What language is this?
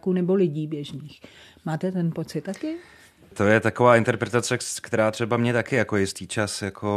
Czech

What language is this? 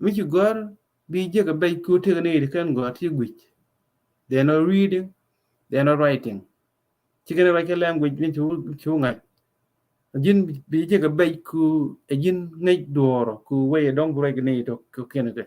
Nuer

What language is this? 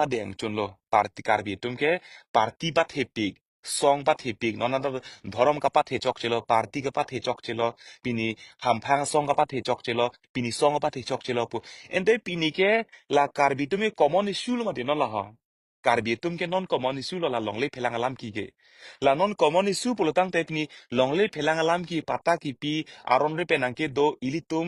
Karbi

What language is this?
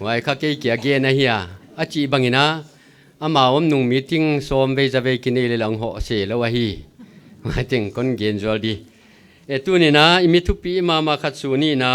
Paite Chin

